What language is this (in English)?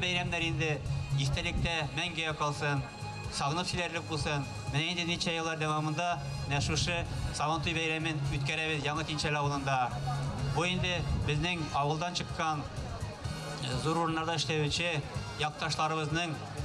Tatar